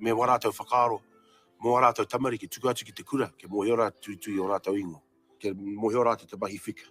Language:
Māori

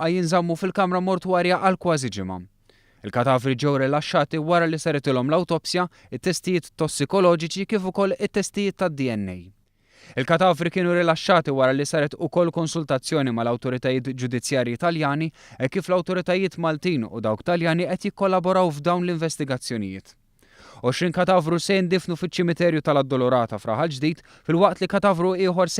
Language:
Maltese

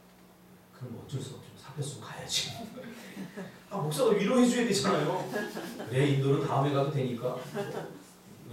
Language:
Korean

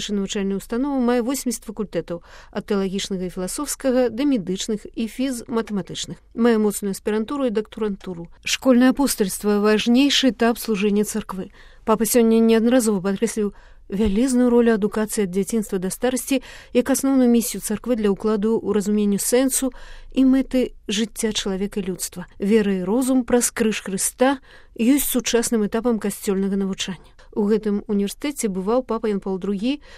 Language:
Belarusian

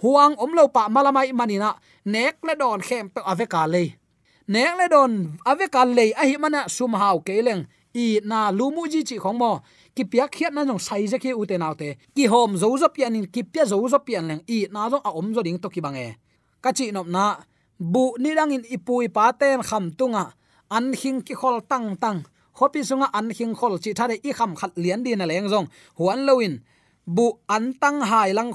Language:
Tedim Chin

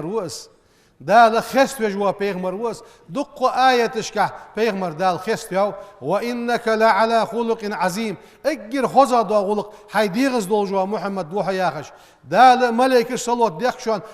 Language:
Ingush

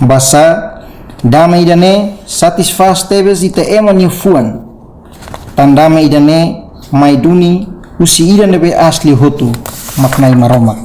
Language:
Tetum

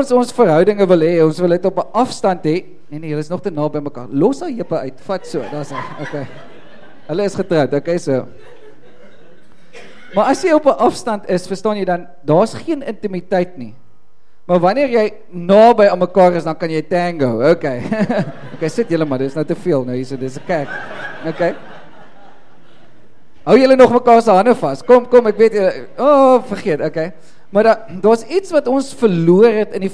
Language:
Afrikaans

